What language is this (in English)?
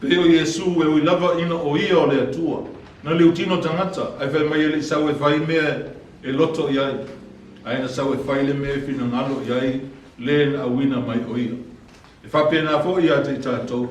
Samoan